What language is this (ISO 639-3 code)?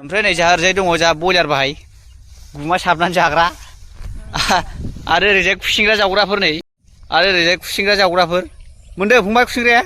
brx